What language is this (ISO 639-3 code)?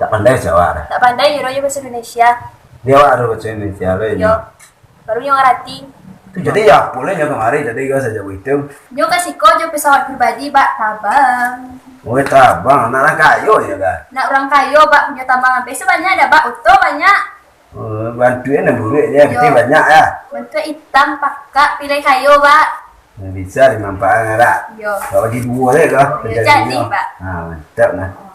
min